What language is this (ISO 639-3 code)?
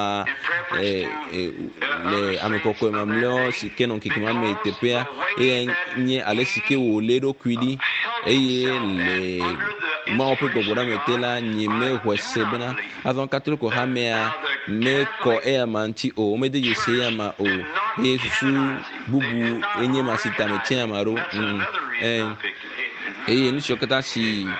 ewe